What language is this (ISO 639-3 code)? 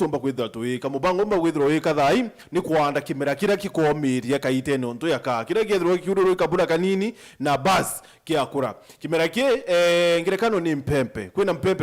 mer